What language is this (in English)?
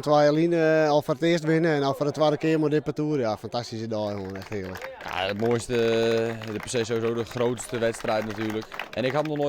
Western Frisian